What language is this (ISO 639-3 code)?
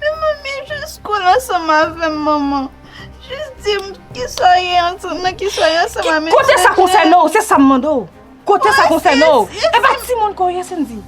hat